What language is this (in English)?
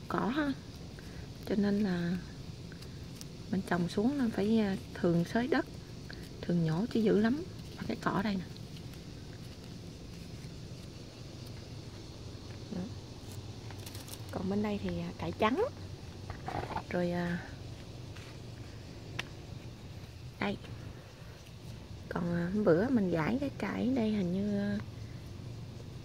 Vietnamese